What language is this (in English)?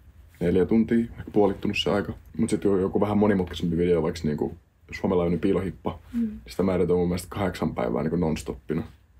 Finnish